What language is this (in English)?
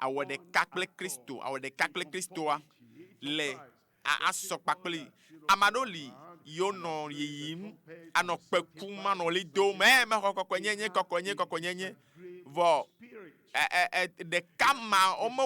Ewe